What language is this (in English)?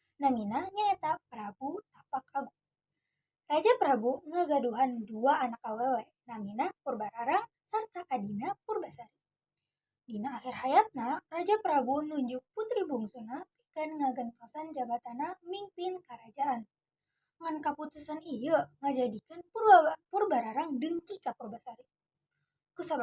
Sundanese